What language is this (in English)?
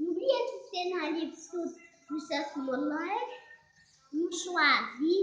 Haitian Creole